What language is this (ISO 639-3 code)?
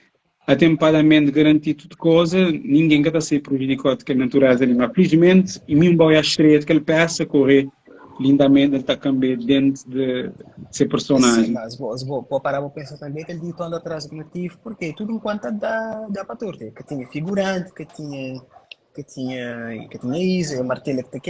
kea